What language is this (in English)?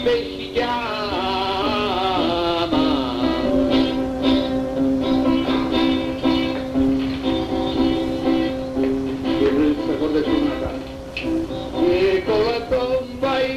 Italian